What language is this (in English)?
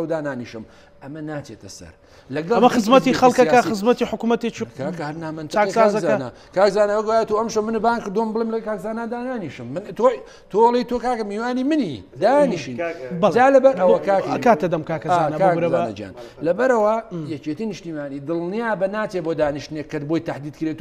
Central Kurdish